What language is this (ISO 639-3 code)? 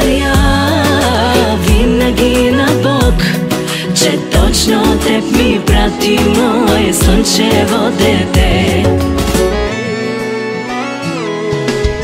bul